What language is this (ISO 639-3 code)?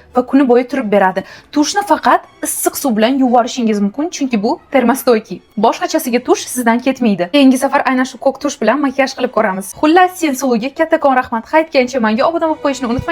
uzb